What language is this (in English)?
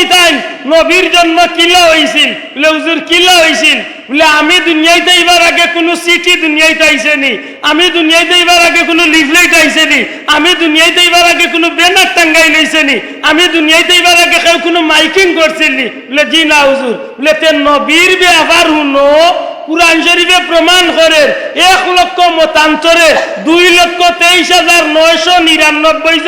Sylheti